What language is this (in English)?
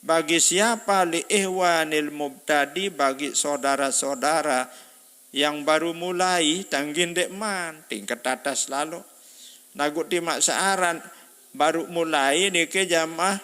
Sasak